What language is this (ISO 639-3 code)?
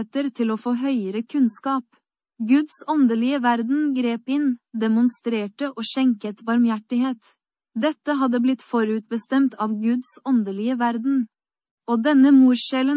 nor